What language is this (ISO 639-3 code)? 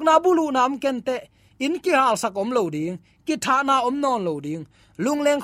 ctd